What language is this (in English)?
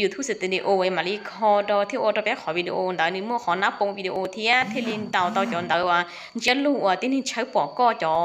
Hmong